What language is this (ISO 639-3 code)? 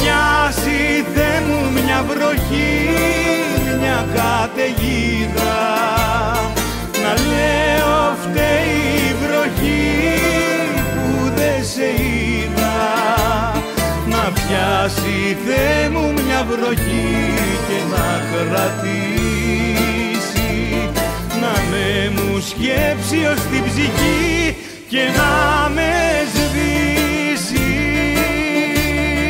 ell